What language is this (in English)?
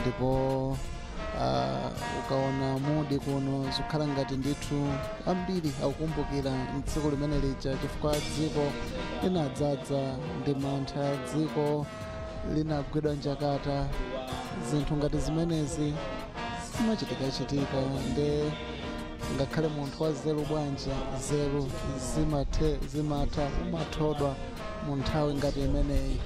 Nyanja